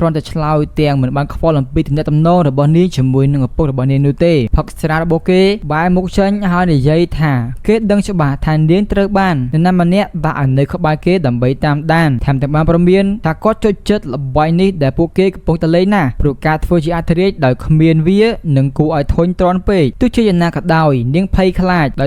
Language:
Khmer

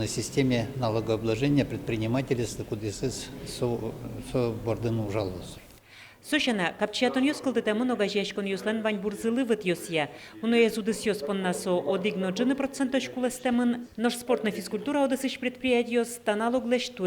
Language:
Udmurt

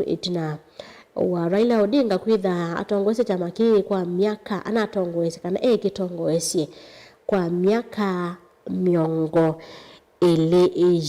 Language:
Kamba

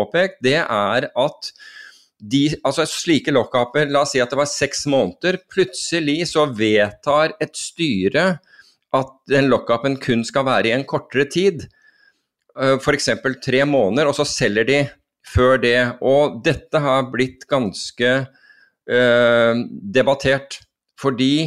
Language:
Norwegian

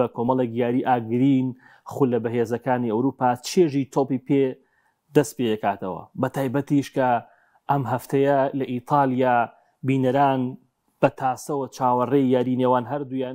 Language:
Central Kurdish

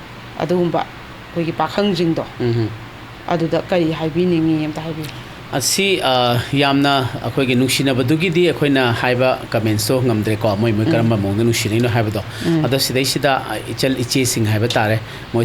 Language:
Manipuri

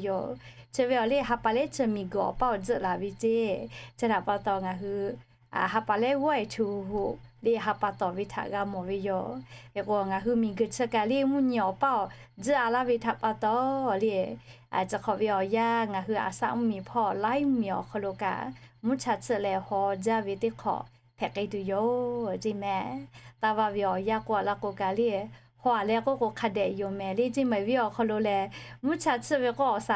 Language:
Lahu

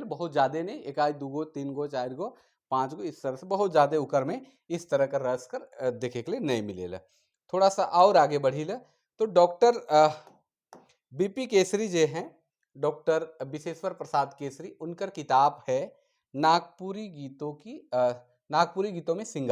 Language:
Sadri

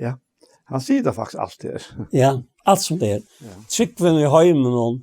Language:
Faroese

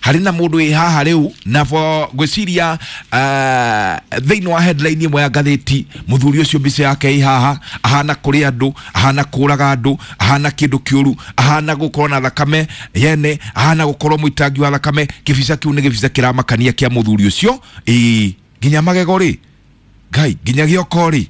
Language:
Kikuyu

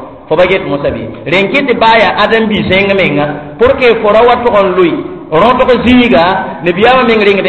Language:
Mossi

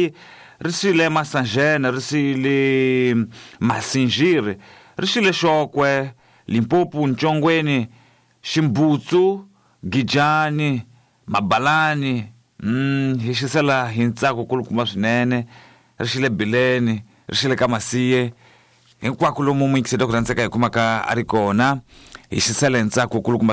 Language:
Tsonga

